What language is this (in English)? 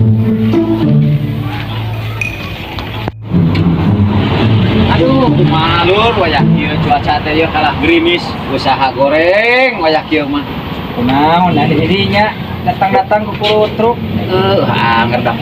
Sundanese